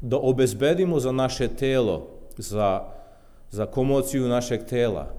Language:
Serbian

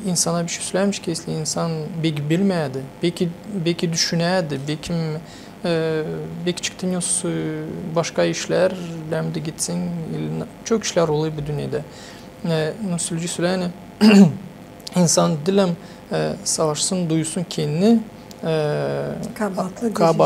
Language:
Gagauz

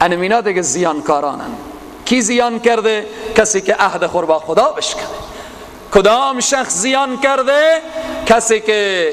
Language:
Persian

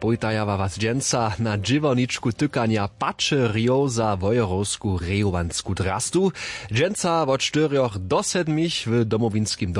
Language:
Upper Sorbian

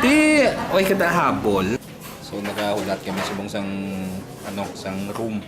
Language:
Hiligaynon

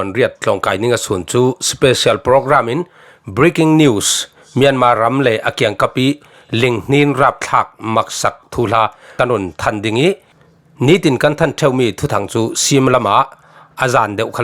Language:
Falam Chin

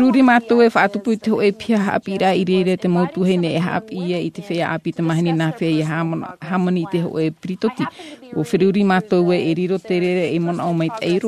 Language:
Tahitian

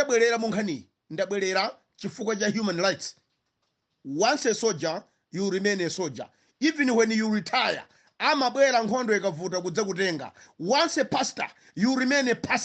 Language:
Nyanja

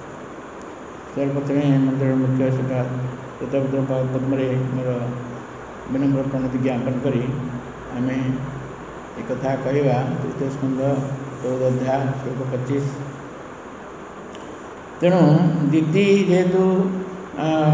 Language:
Odia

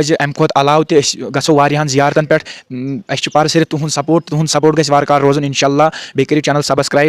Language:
Kashmiri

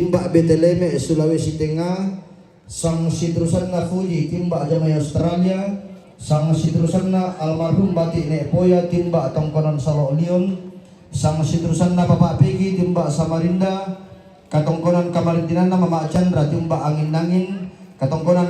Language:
Toraja-Sa'dan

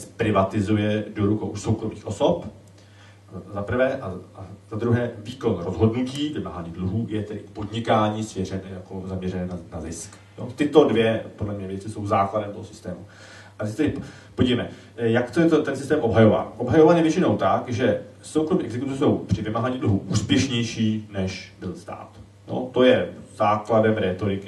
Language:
Czech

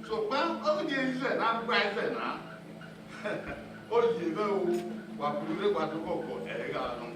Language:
Bini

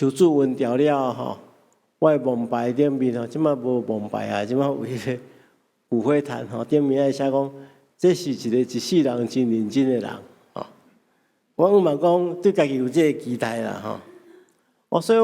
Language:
Min Nan Chinese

